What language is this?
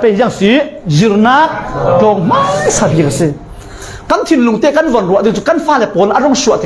Falam Chin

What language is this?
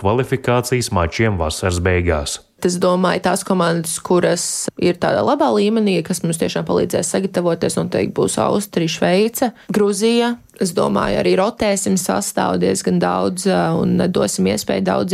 Latvian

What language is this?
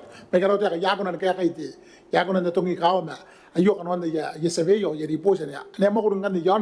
Gilbertese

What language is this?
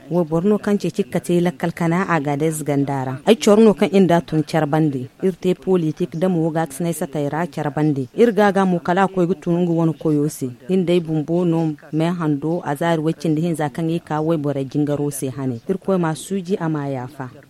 Zarma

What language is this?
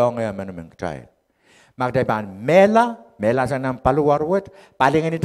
Pohnpeian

